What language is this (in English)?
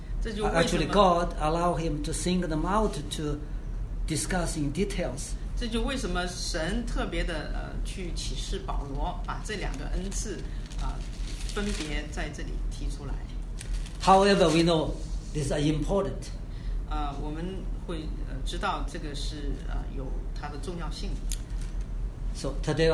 Chinese